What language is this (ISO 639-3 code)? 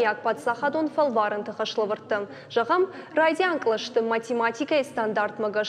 oss